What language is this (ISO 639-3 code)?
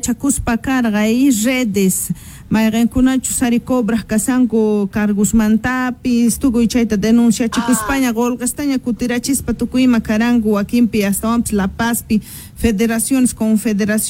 quh